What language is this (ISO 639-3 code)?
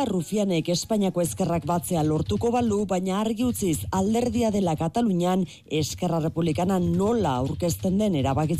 eus